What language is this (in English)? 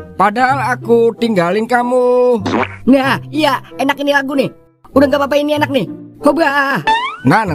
Betawi